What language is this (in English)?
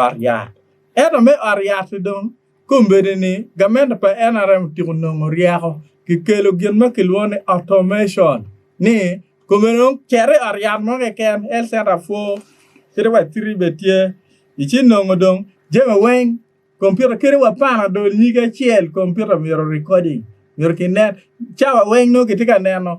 Acoli